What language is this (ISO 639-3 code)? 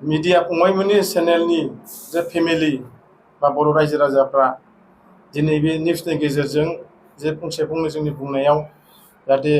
brx